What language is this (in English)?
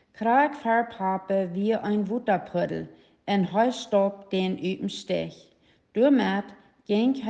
Plautdietsch